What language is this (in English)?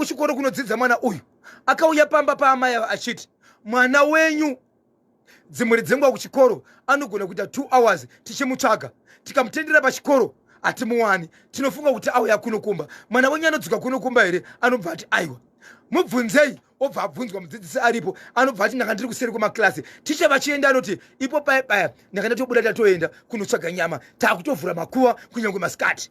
Shona